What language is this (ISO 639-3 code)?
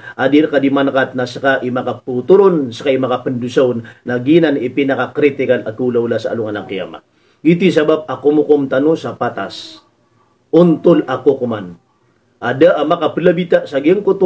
mrw